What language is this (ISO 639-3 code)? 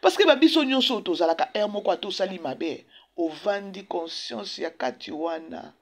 lin